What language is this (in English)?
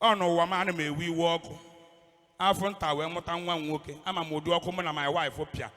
Igbo